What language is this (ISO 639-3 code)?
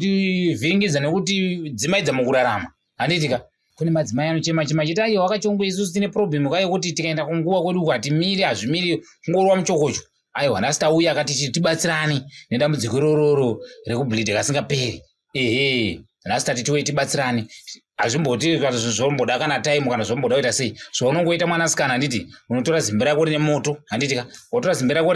sna